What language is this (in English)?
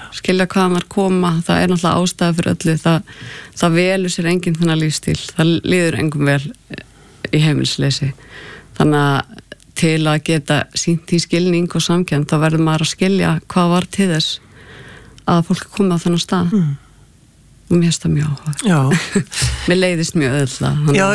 Icelandic